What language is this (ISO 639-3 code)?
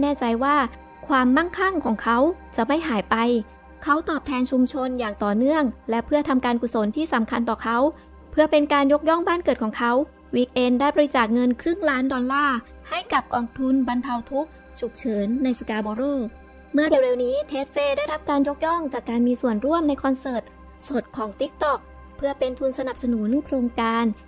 tha